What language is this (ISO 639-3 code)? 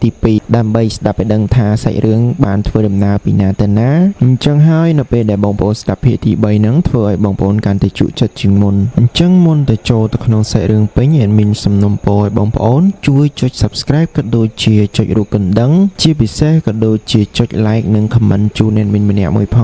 khm